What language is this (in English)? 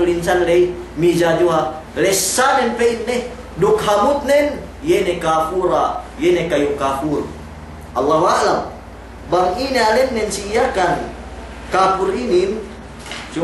Yakan